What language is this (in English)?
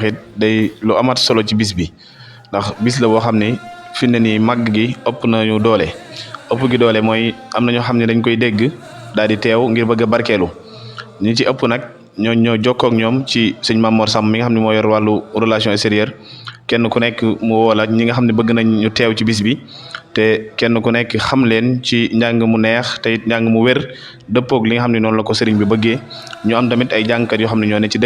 Wolof